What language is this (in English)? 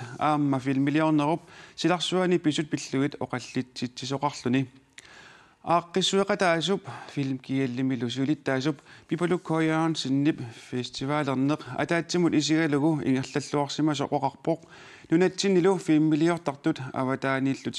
Kalaallisut